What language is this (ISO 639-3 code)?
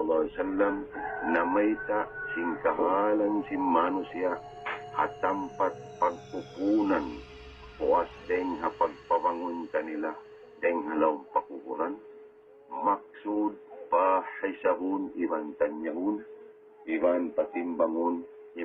tsg